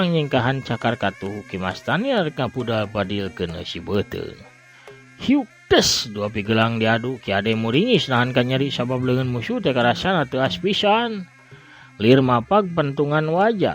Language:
Sundanese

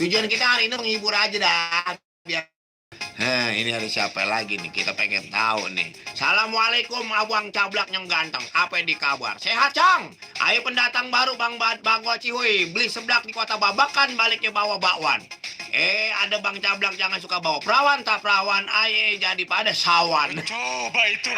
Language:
Betawi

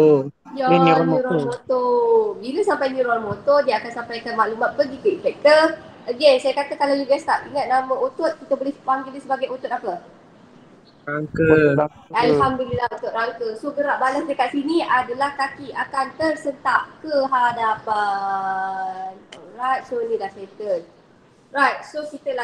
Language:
Malay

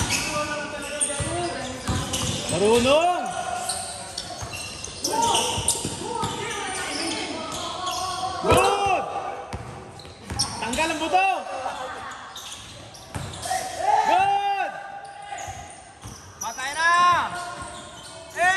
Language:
Filipino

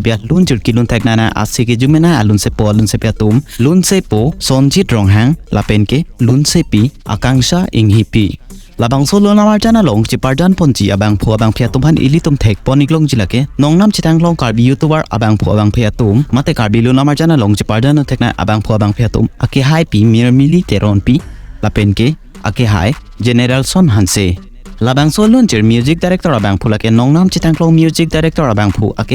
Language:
Karbi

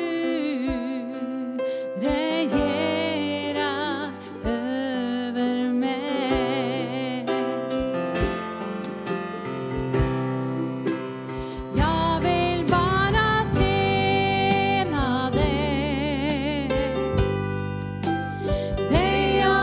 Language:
Norwegian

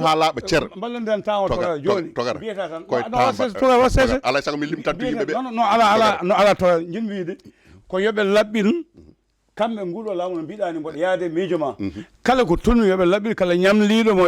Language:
Fula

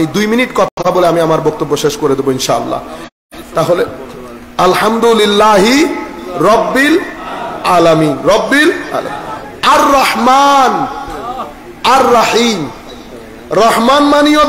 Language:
Bangla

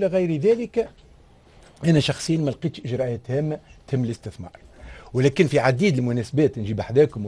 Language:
Tunisian Arabic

